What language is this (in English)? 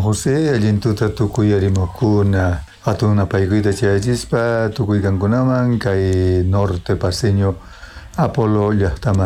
South Bolivian Quechua